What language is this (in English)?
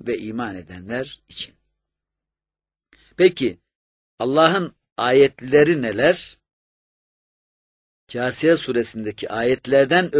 Turkish